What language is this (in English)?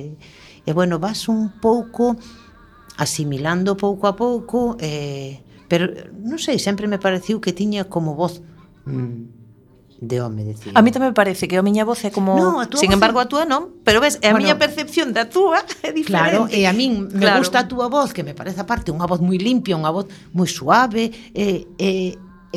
Galician